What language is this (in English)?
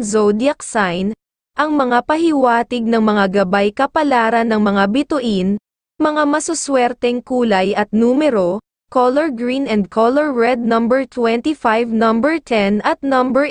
Filipino